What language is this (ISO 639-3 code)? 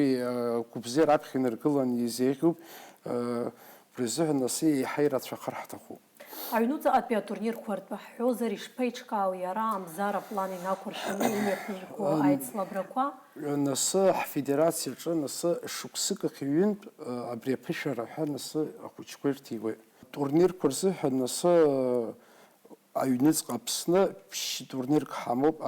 abk